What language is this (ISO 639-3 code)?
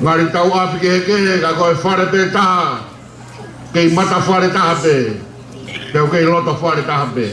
ton